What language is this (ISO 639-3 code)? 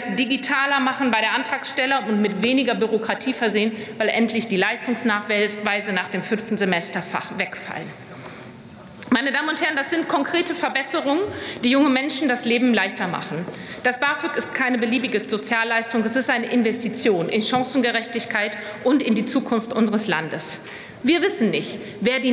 deu